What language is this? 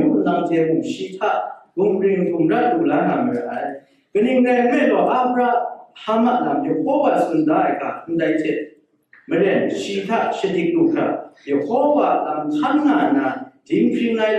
Kachin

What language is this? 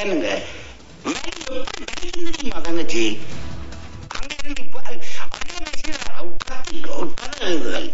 Tamil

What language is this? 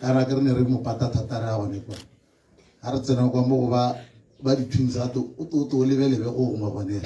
Tswana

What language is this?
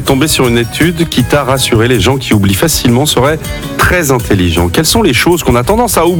French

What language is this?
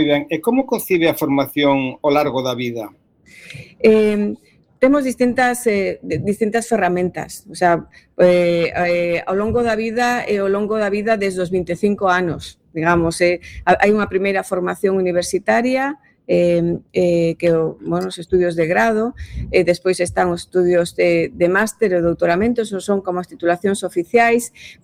Galician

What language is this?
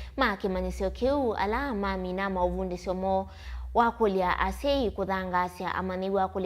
Kamba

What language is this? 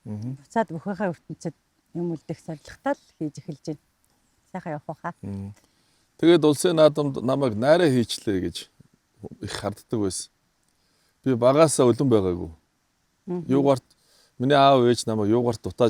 Mongolian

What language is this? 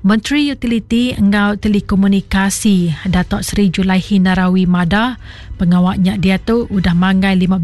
Iban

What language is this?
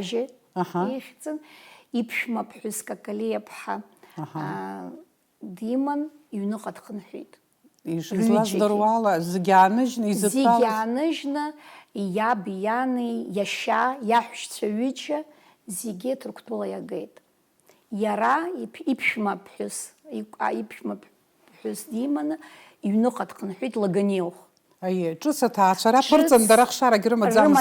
Abkhazian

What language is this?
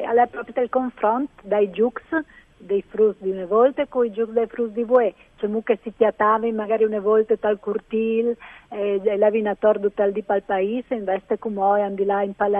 Friulian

